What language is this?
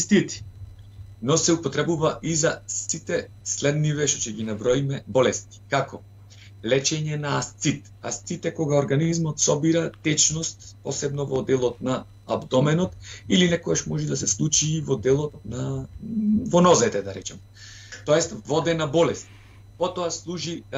Macedonian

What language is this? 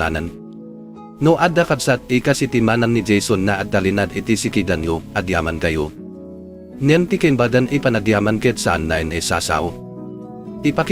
Iloko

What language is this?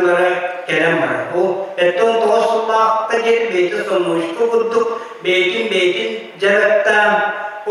Yakut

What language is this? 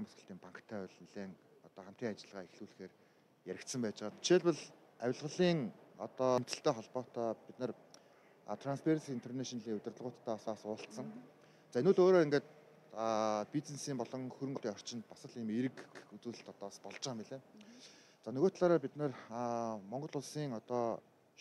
Mongolian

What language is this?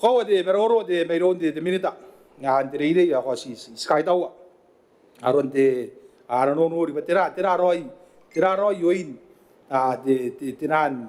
Gilbertese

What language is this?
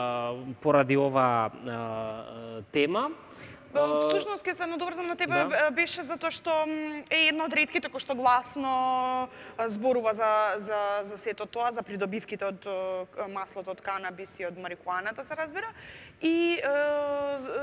Macedonian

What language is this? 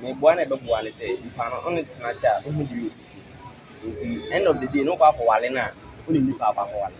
Akan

